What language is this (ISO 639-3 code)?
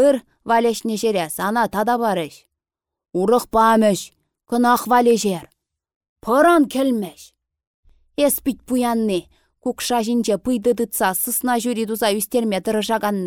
chv